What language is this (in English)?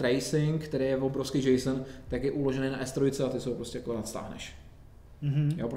Czech